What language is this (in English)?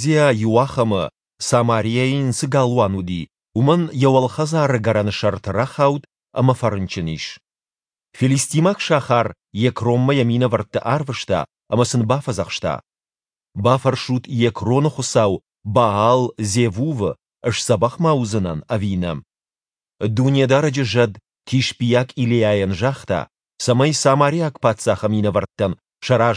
Ossetic